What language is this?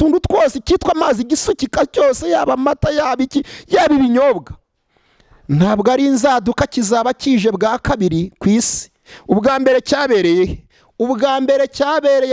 Kinyarwanda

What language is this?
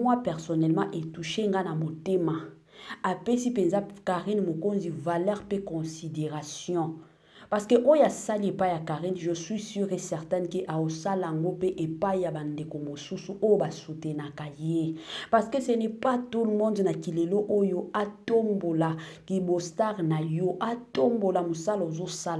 Lingala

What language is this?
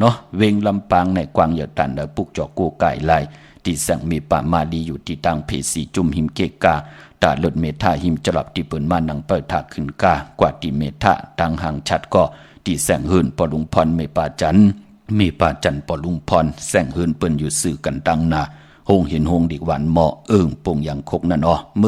Shan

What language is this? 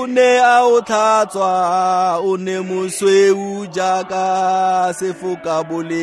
Tswana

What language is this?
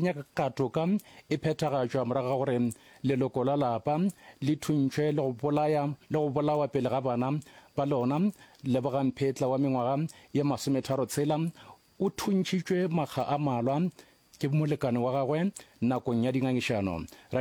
Northern Sotho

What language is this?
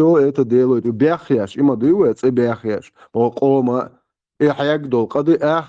Chechen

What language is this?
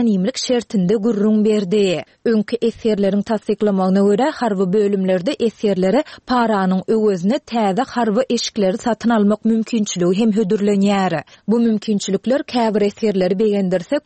Turkmen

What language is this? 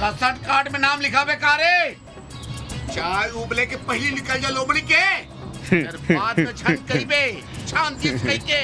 Chhattisgarhi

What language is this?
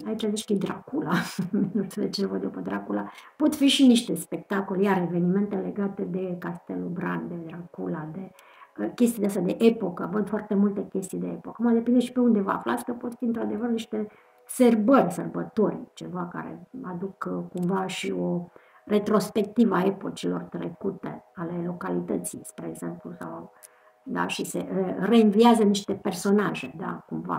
Romanian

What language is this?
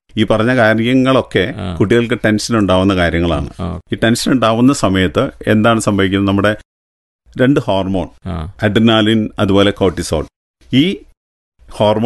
Malayalam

